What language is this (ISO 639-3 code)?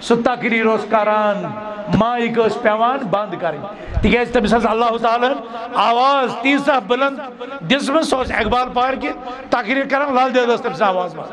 kas